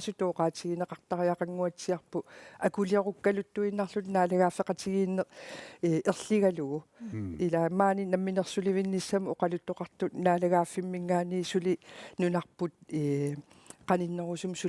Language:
Kalaallisut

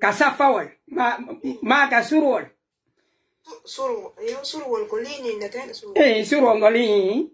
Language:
Pular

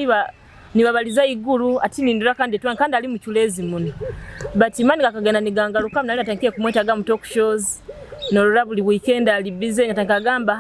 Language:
Nyoro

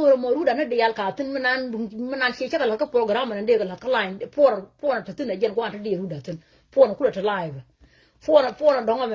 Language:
Nuer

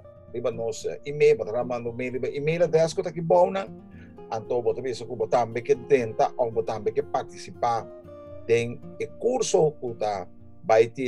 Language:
Papiamento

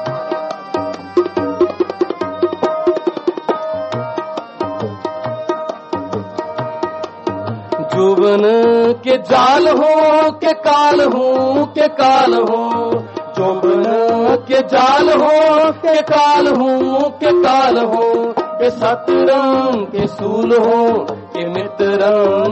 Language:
Punjabi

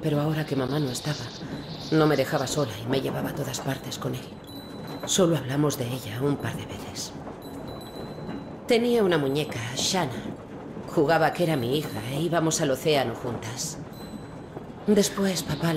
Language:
Spanish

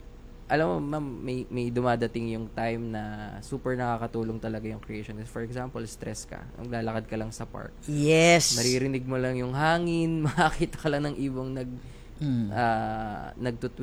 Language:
Filipino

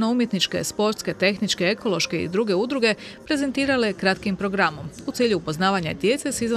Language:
Croatian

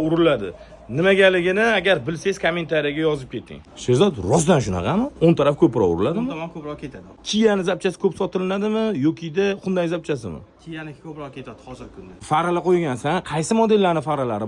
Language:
Uzbek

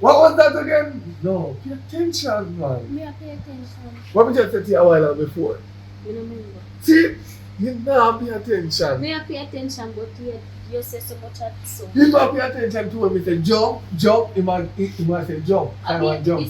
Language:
Jamaican Creole English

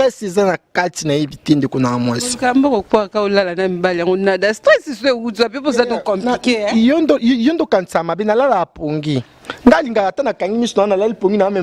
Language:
Lingala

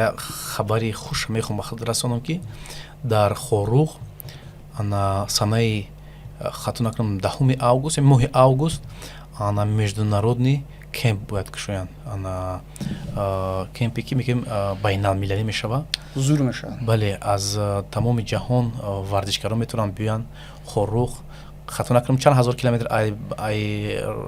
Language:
Tajik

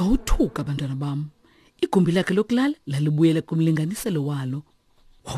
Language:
Xhosa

